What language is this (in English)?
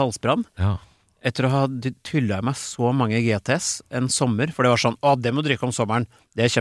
Norwegian